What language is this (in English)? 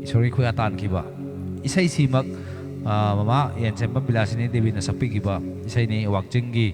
Manipuri